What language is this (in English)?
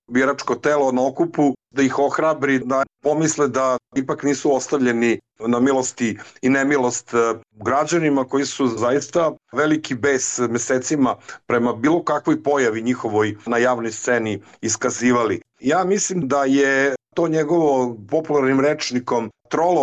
Serbian